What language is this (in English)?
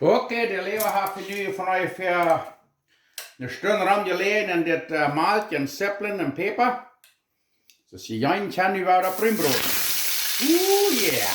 Plautdietsch